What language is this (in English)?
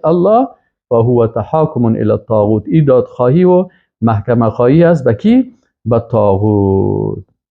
Persian